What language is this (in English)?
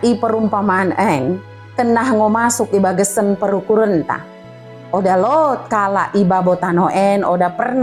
Batak Dairi